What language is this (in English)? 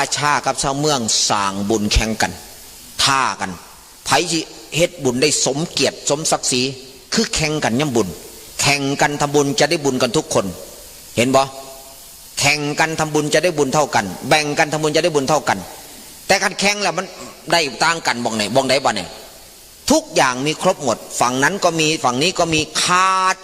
Northeastern Thai